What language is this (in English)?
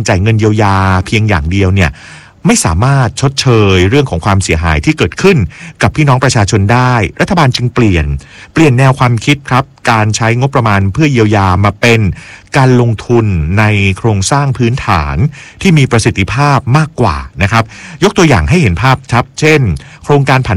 Thai